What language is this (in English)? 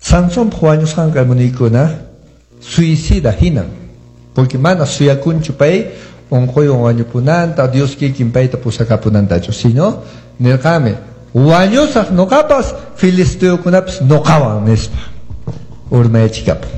Quechua